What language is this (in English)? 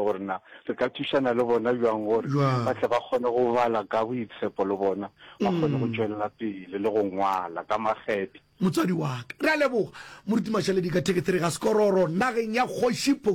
Northern Sotho